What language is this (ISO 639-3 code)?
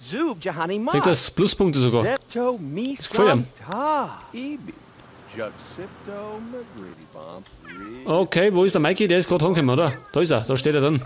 bar